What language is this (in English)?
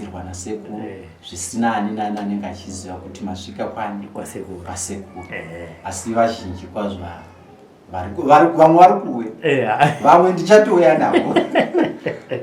Shona